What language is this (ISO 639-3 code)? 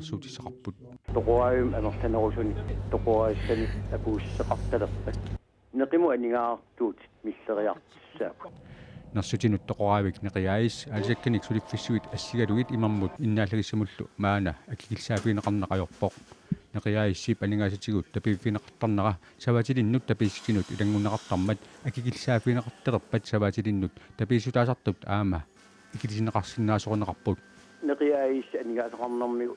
kal